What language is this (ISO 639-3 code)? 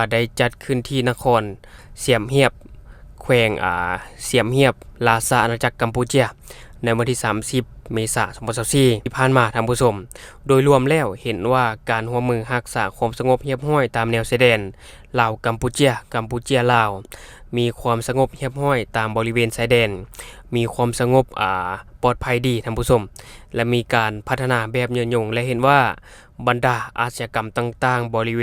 lao